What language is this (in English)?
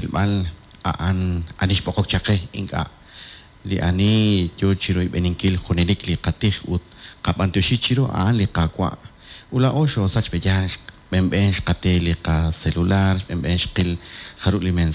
Kekchí